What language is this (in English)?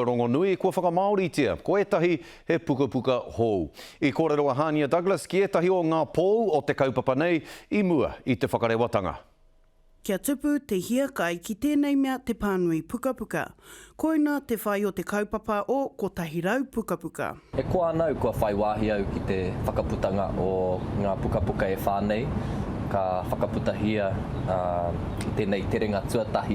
Māori